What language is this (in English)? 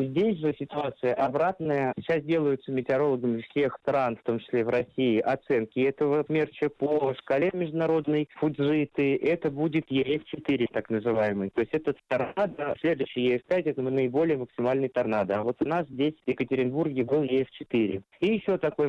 Russian